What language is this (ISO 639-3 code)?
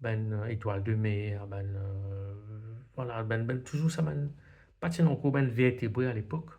mfe